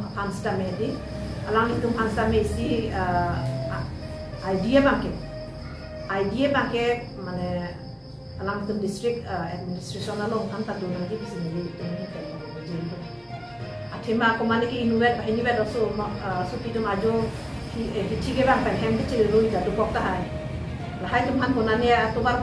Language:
Karbi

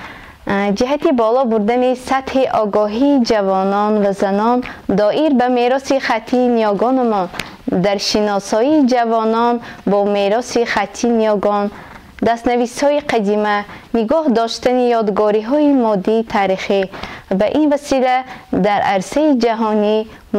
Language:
Tajik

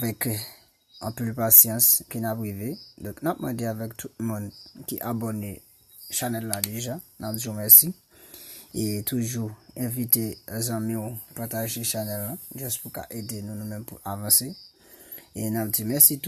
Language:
Haitian Creole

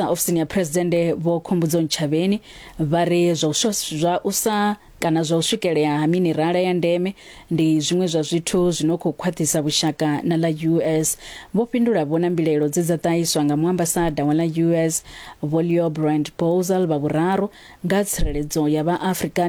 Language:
Venda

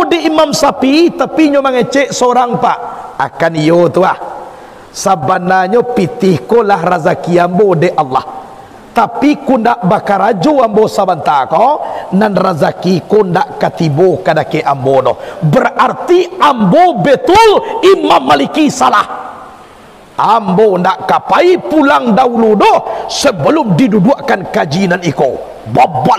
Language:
Minangkabau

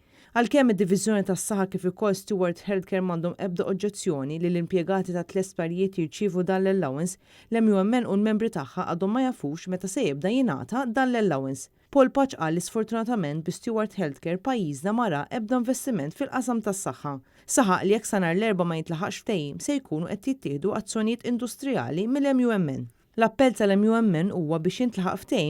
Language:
Maltese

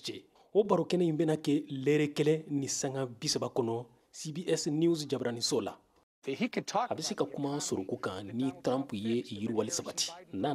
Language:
Bambara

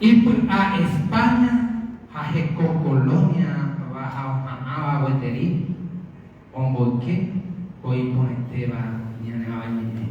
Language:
Guarani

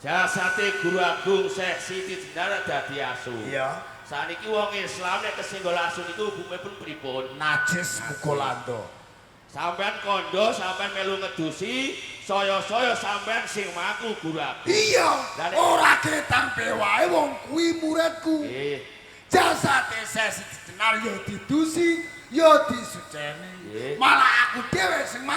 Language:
Javanese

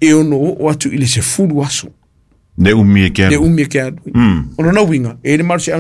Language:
Samoan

